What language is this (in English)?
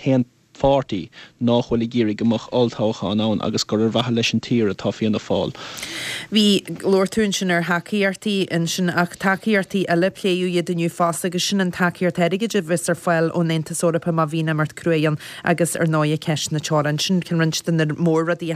Irish